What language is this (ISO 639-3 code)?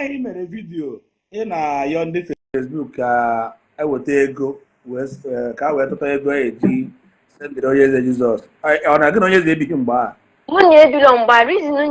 ibo